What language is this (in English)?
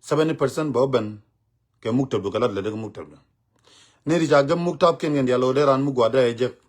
Nuer